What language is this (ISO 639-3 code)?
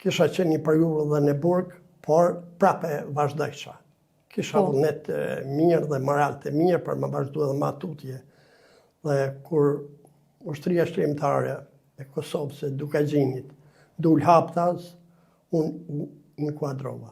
sqi